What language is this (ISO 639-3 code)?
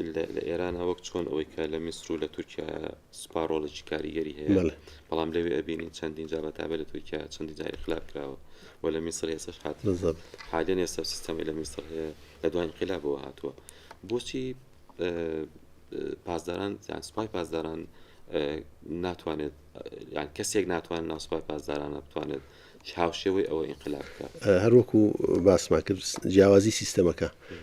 ckb